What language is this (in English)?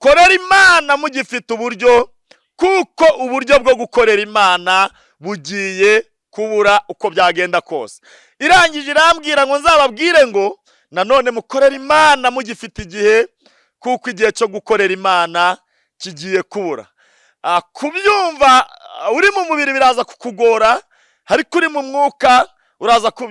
Kinyarwanda